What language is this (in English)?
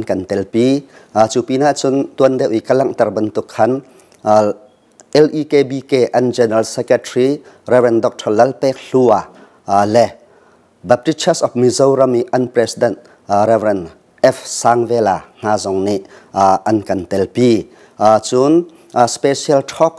Hakha Chin